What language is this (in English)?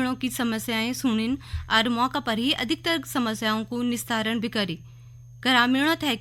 Garhwali